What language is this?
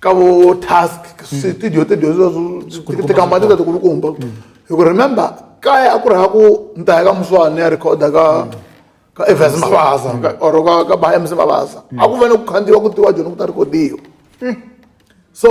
Tsonga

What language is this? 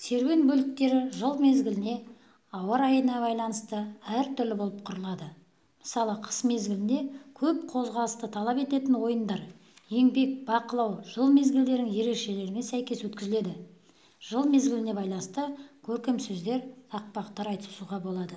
Kazakh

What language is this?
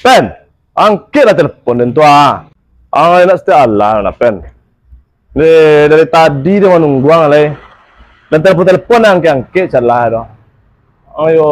Minangkabau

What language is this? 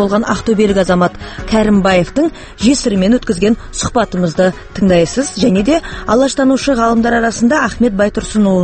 Kazakh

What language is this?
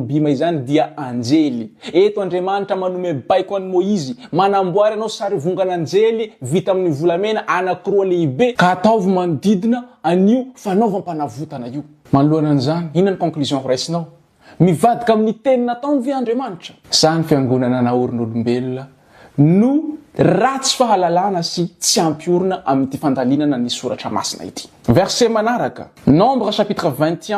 Malagasy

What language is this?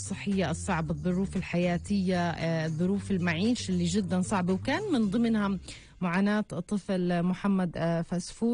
North Levantine Arabic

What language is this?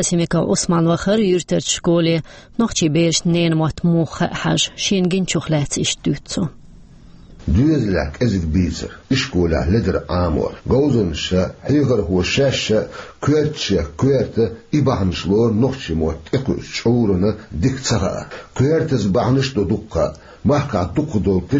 Chechen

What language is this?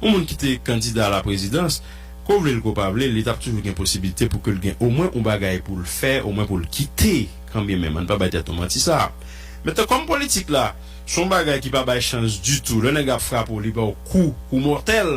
Haitian Creole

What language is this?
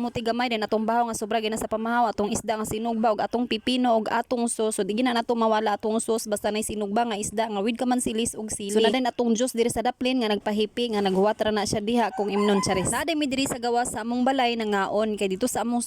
Cebuano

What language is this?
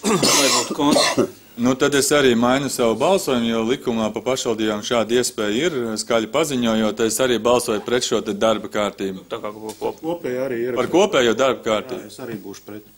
Latvian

